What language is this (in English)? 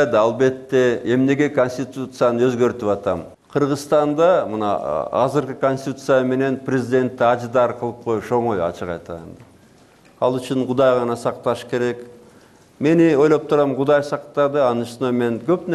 Kyrgyz